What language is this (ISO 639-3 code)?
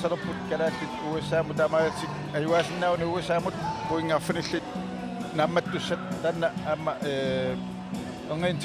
kal